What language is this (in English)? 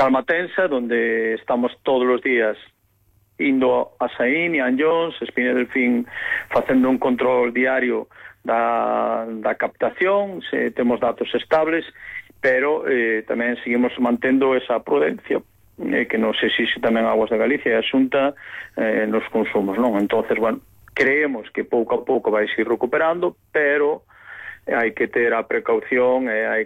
Galician